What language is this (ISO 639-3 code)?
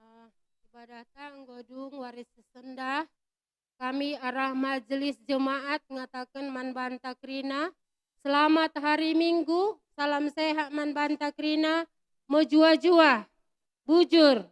btx